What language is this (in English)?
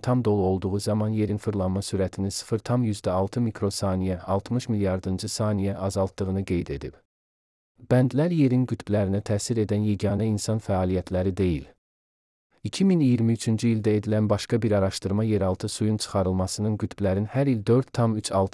Azerbaijani